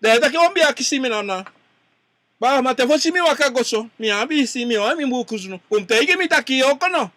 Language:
Sranan Tongo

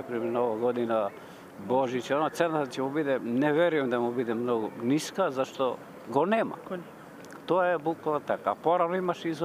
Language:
Macedonian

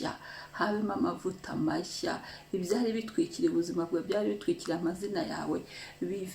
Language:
Kinyarwanda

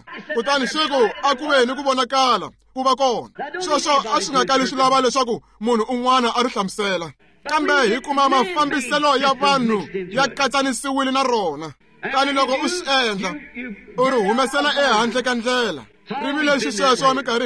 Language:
Tsonga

